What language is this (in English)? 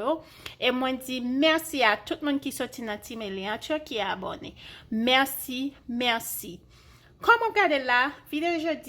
Haitian Creole